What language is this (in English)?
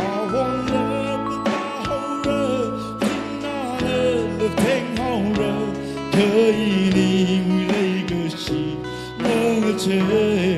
Tangkhul Naga (India)